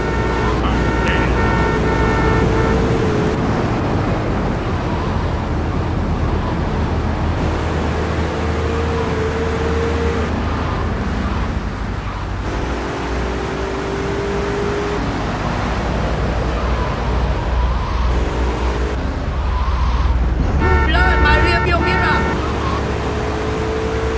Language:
English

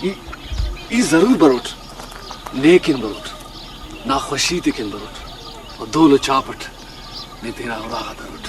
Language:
Brahui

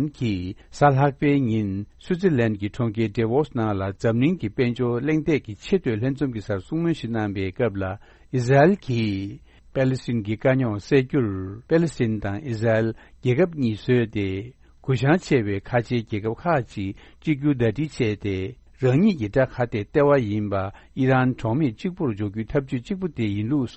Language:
Tibetan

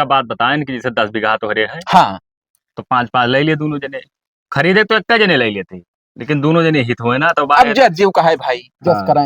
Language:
Awadhi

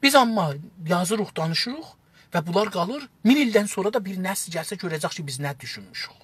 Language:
South Azerbaijani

